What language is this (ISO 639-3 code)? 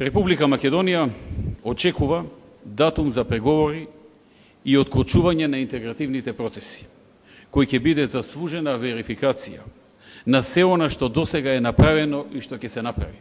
mkd